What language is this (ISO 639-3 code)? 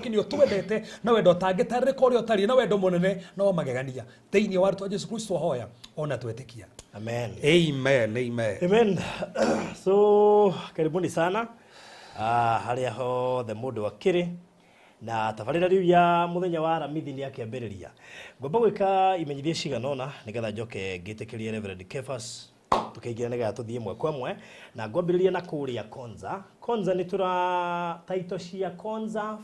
kik